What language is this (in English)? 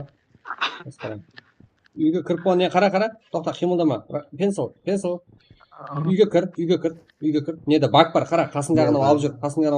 Kara-Kalpak